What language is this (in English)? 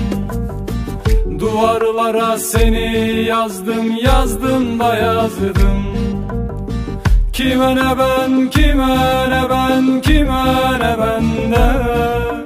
Turkish